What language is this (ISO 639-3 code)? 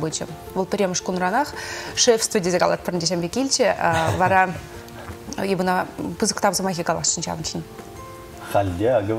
chv